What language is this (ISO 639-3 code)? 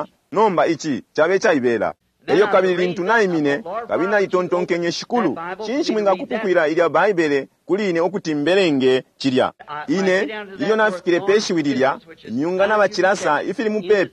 bem